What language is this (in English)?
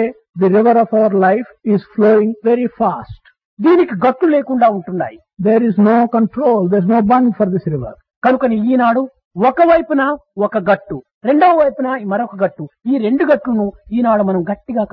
Telugu